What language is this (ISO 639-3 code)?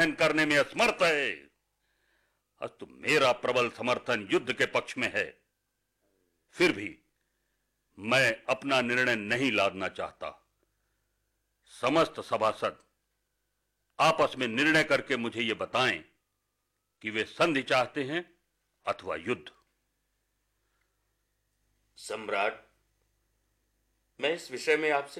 hin